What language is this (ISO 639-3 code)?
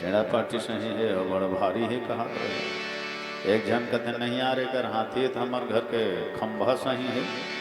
hne